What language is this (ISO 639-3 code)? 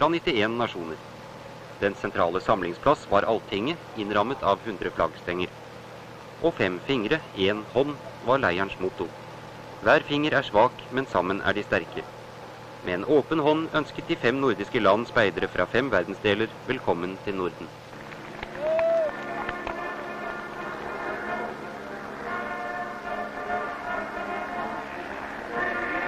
nor